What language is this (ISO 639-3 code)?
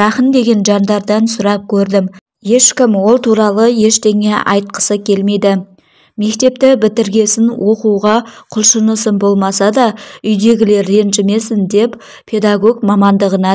kaz